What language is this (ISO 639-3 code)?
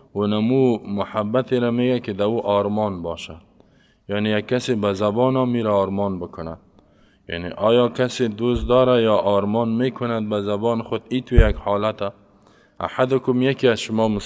fas